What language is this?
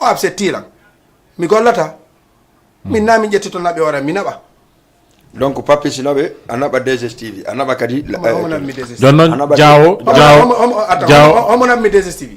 Fula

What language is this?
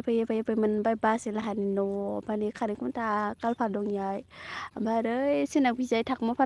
Bodo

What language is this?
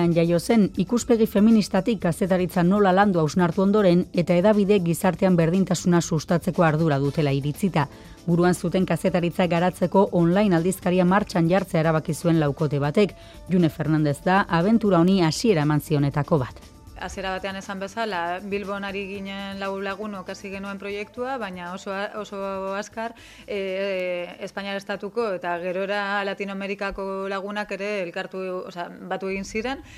Basque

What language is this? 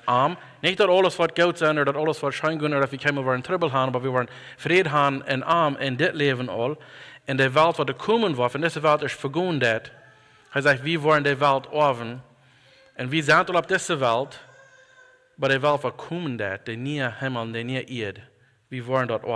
Plautdietsch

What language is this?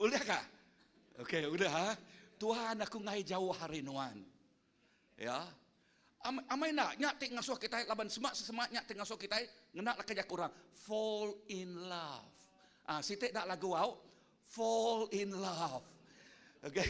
Iban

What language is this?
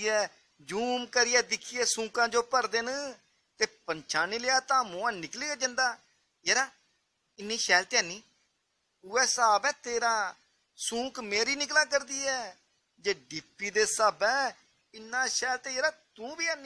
Dogri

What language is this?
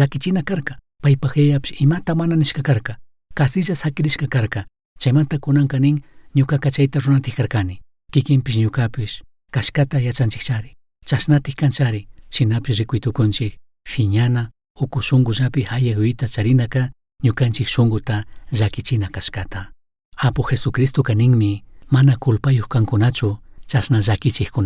Chimborazo Highland Quichua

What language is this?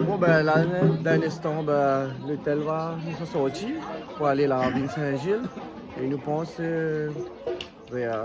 Réunion Creole French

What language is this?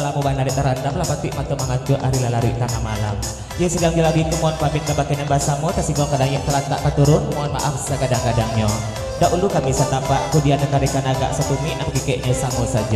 Minangkabau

